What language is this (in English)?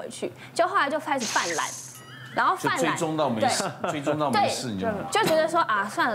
Chinese